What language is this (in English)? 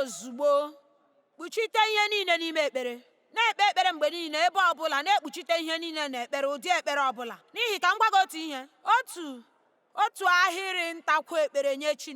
Igbo